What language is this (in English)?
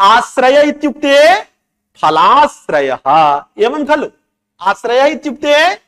Sanskrit